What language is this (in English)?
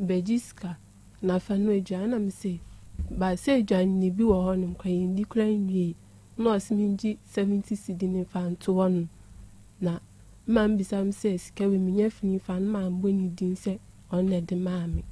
Akan